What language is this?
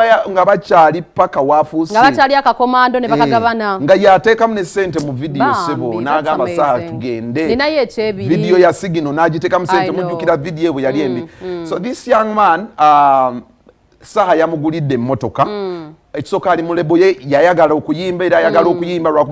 Ganda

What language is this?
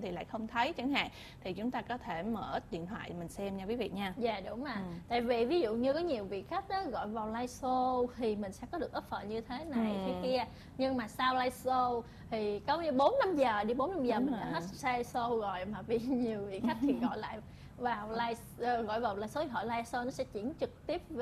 Vietnamese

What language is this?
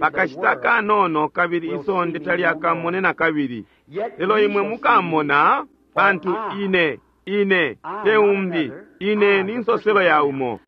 Bemba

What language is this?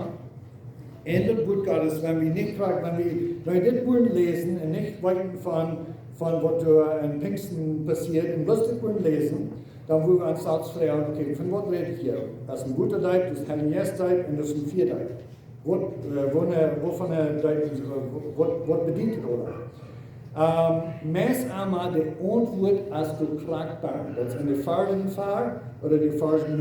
Plautdietsch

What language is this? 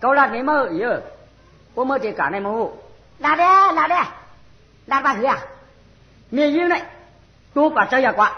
Shan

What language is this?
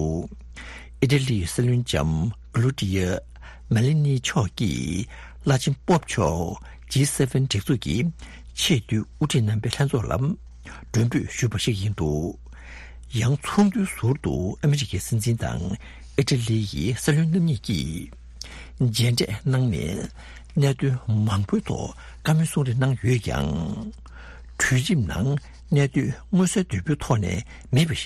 Tibetan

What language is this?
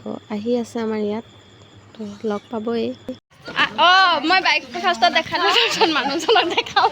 Assamese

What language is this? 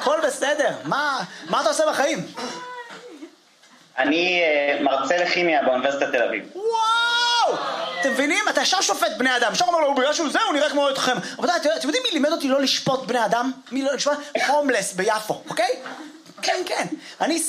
Hebrew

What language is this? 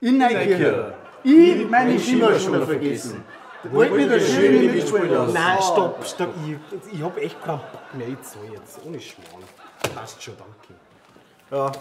Bavarian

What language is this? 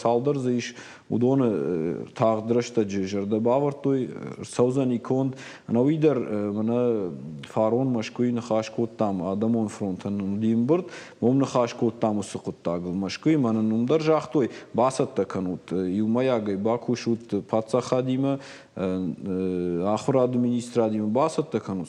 Ossetic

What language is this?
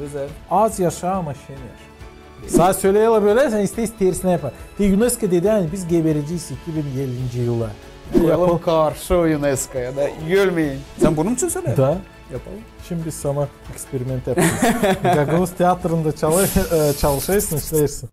Gagauz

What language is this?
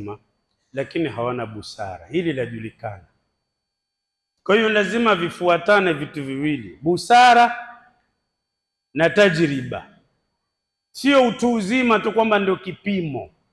Swahili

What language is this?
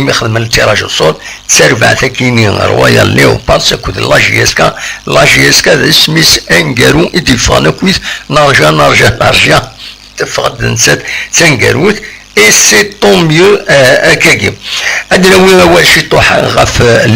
Kabyle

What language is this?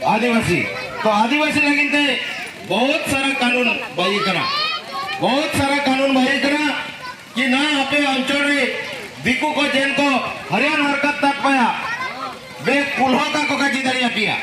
Santali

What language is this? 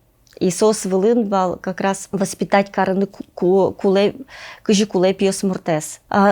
Udmurt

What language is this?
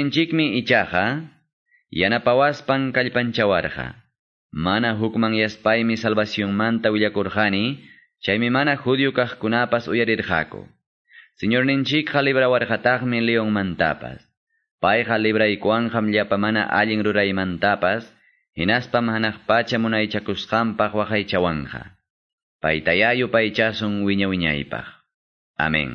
Quechua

